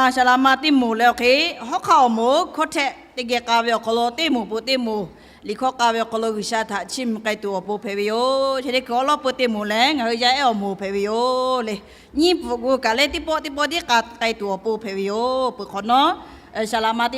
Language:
Lahu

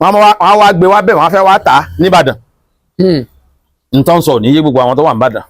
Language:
Yoruba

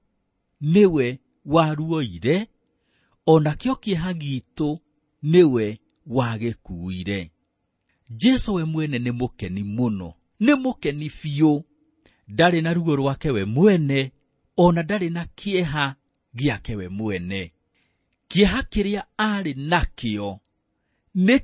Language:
Kikuyu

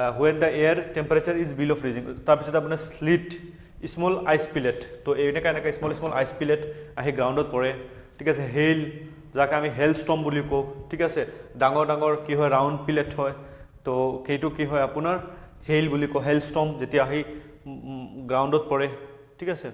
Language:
Assamese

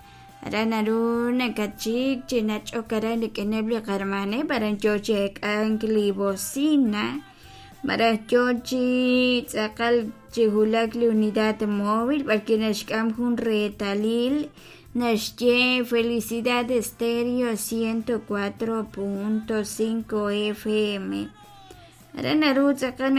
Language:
Kekchí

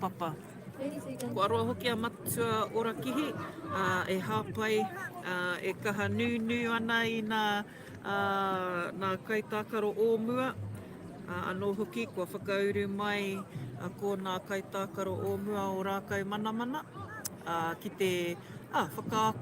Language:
Māori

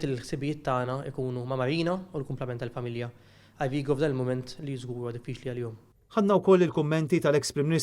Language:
Maltese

